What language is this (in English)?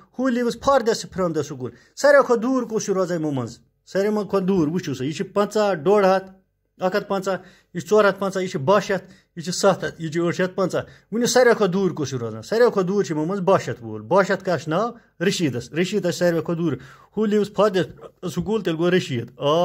Kashmiri